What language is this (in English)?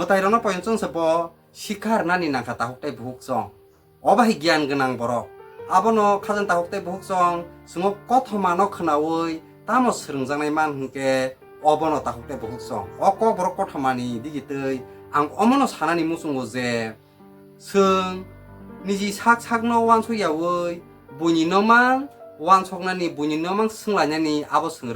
Kok Borok